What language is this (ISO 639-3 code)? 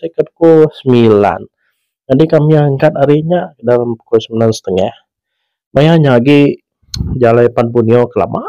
iba